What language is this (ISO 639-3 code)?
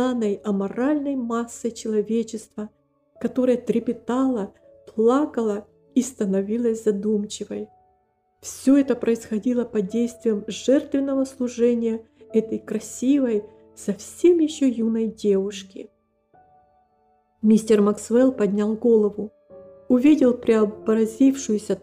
rus